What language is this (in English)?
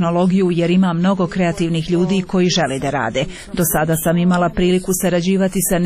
Serbian